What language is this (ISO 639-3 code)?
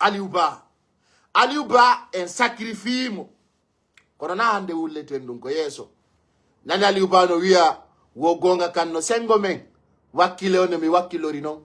ful